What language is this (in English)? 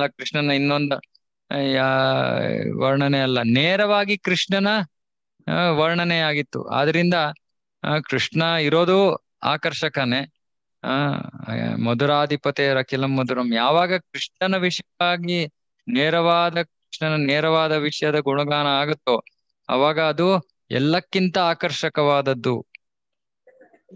Kannada